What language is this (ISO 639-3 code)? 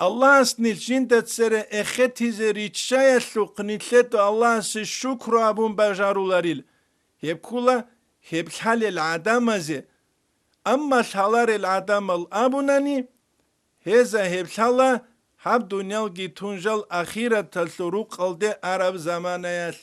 ava